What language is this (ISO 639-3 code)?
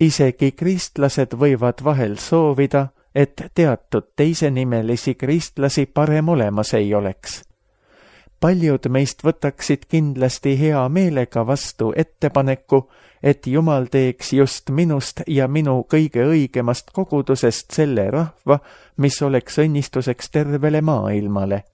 est